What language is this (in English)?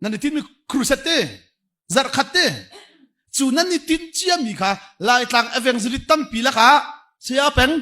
Hakha Chin